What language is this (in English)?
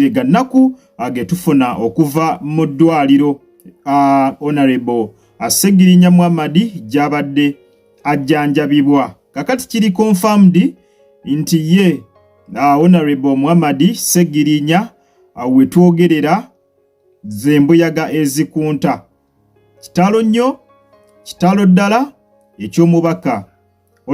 Ganda